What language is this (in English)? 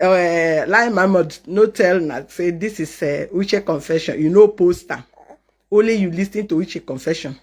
Nigerian Pidgin